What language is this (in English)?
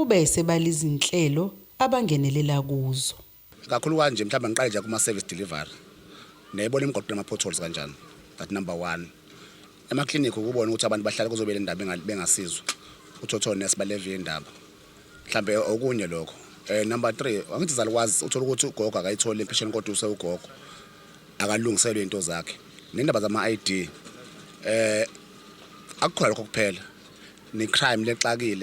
Zulu